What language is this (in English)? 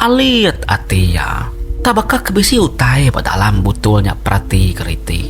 Iban